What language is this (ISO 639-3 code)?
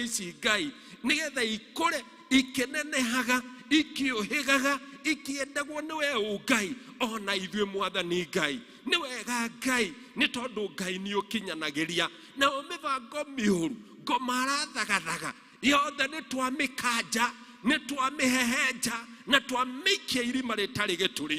kik